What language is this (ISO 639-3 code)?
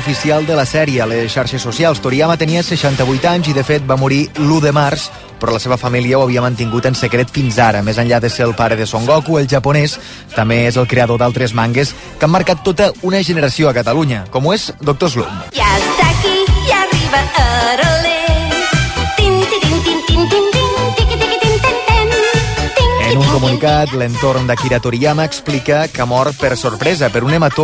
cat